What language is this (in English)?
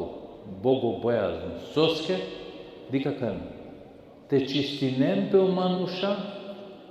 Balkan Romani